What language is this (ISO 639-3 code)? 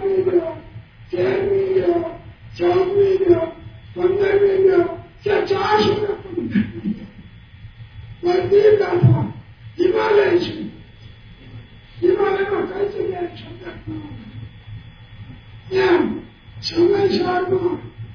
guj